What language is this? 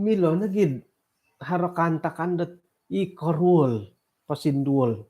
Central Dusun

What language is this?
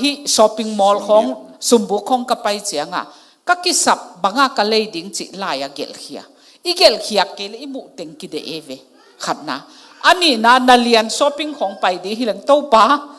Tedim Chin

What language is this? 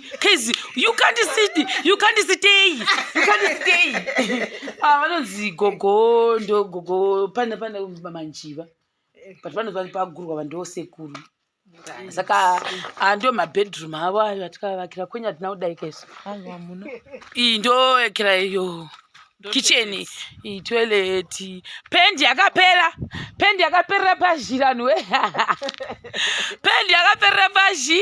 Shona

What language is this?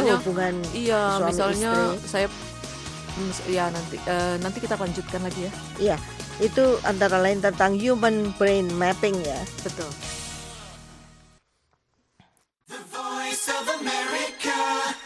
Indonesian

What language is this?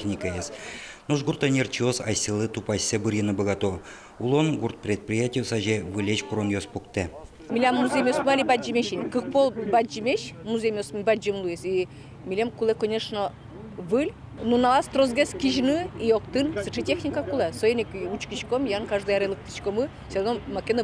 Udmurt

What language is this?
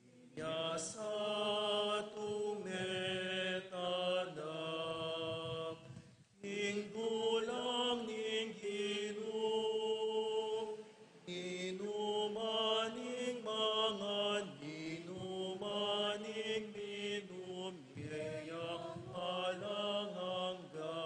Pampanga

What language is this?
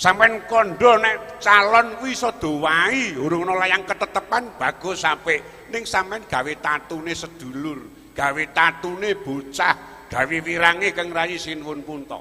Javanese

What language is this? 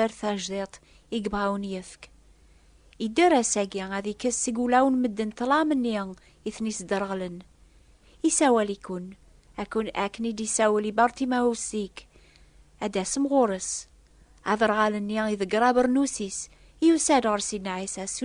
Kabyle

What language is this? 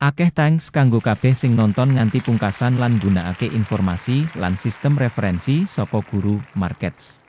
Javanese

